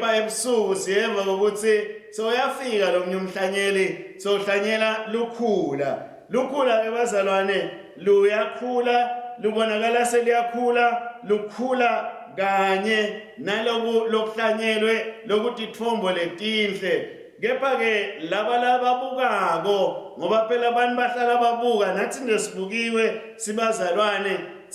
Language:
Swati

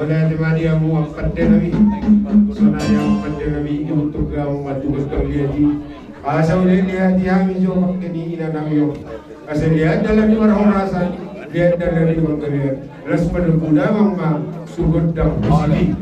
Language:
Batak Toba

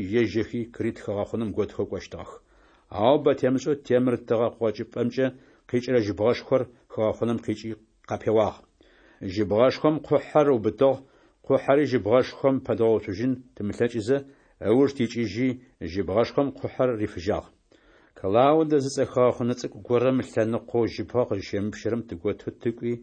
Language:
Adyghe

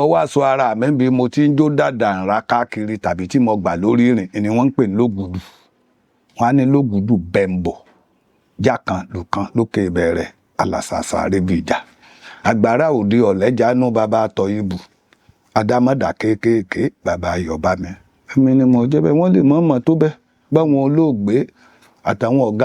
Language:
Yoruba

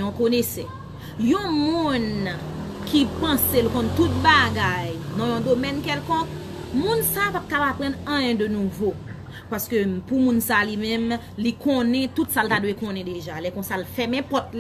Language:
Haitian Creole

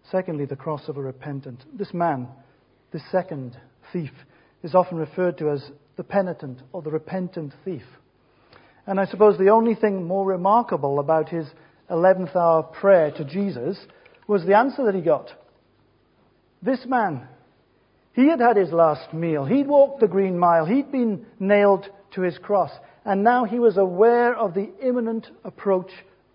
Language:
English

